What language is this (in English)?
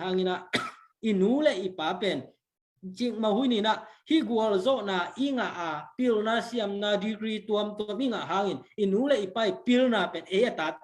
Tedim Chin